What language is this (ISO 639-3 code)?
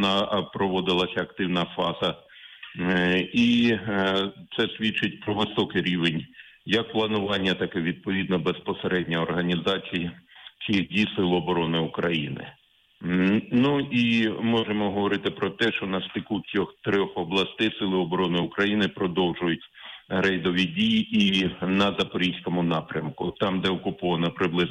ukr